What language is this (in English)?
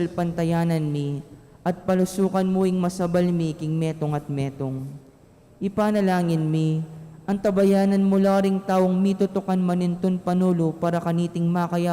Pampanga